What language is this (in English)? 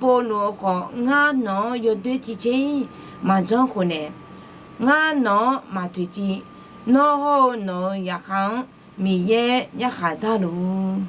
Akha